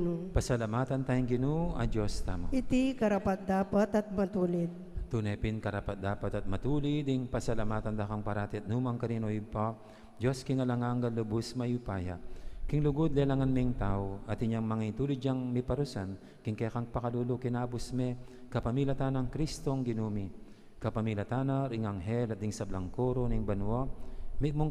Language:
Pampanga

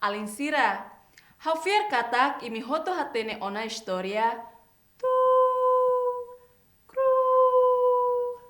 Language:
Tetum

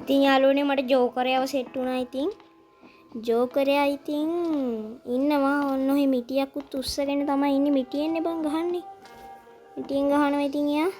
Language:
Sinhala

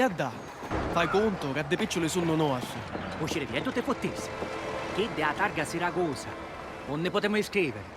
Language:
Sicilian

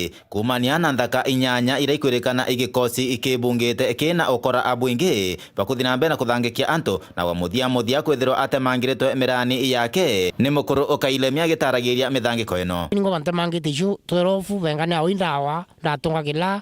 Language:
Meru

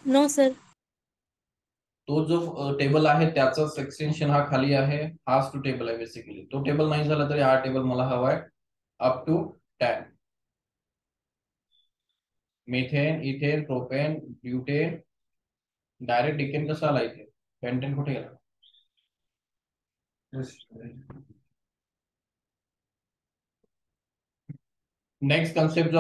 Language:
Marathi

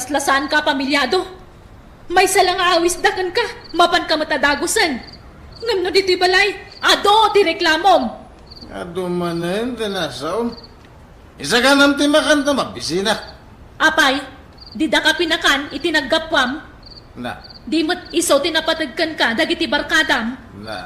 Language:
Iloko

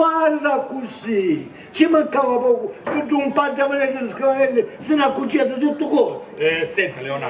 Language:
Sicilian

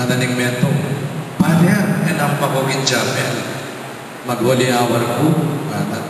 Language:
Pampanga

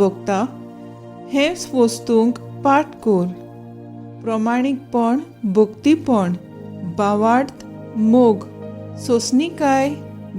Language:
Konkani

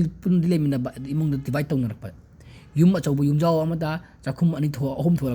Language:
Manipuri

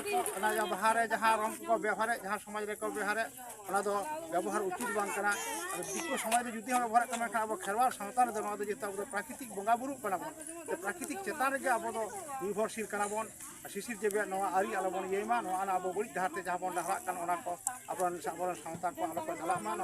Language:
Santali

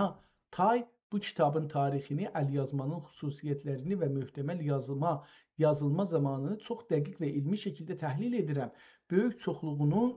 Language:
South Azerbaijani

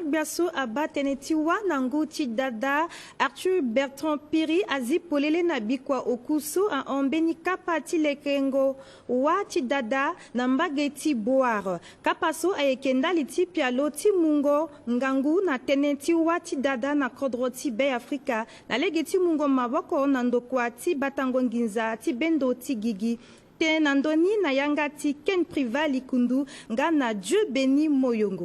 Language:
Sango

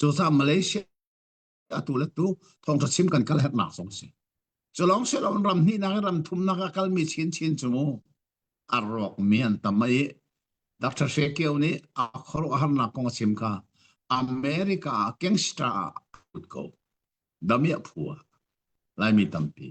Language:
Hakha Chin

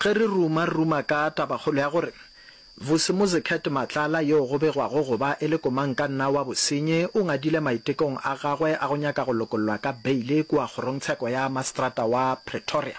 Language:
Northern Sotho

